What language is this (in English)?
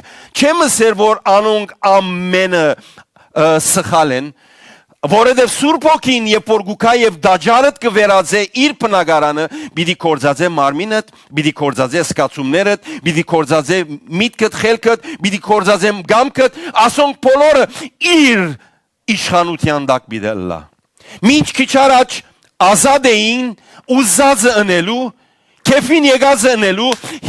Western Armenian